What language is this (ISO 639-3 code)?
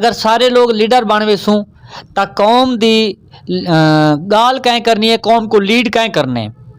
skr